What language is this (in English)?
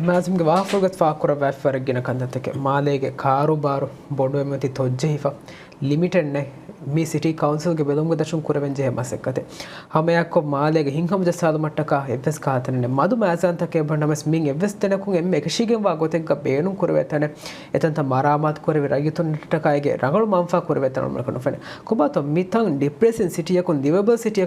Divehi